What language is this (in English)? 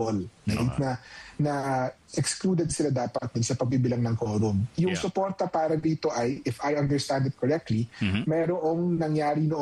Filipino